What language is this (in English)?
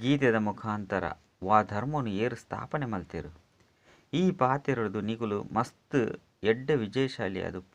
Tulu